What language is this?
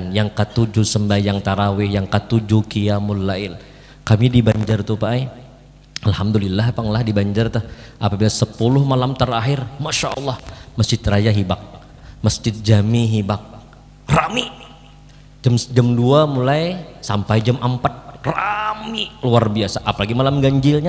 Banjar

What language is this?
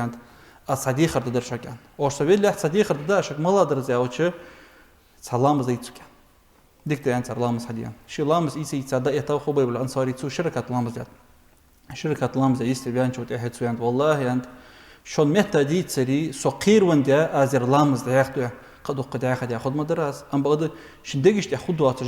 Ingush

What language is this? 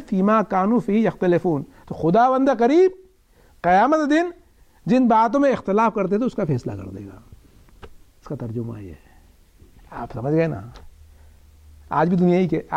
Urdu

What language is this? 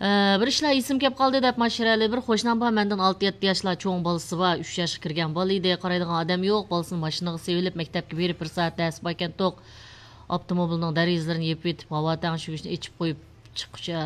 Uyghur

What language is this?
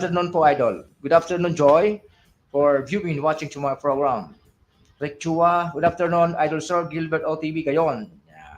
Bikol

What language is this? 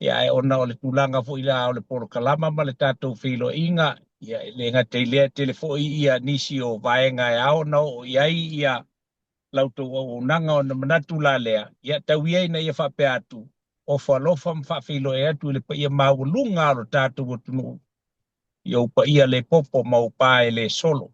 Samoan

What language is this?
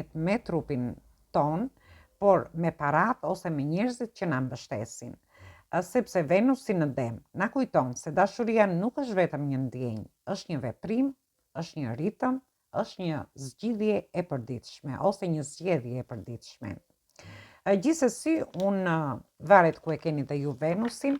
Albanian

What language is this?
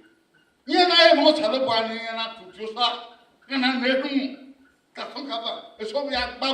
Bini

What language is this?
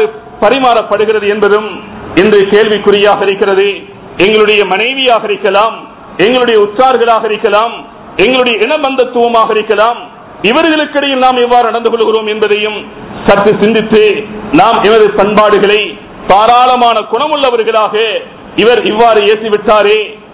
Tamil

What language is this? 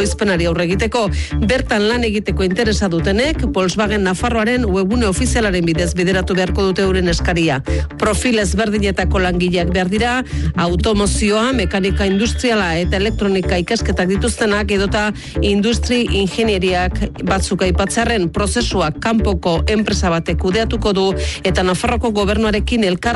Basque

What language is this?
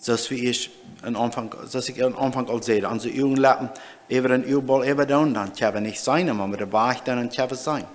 Plautdietsch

